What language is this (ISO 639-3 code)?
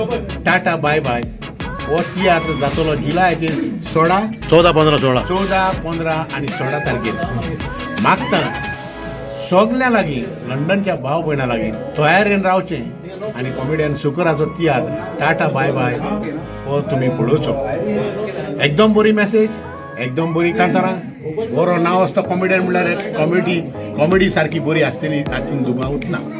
kok